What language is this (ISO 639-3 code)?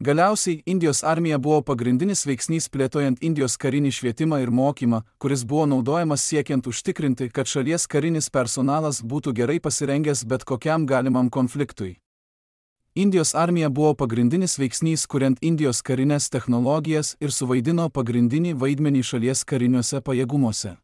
lit